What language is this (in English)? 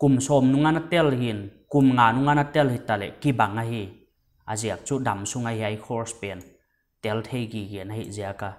Paite Chin